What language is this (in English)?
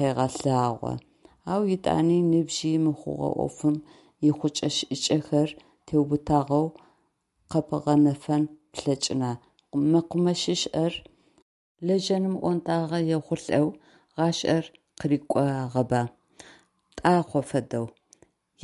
Adyghe